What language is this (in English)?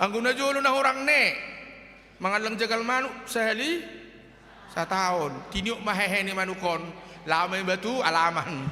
Batak Toba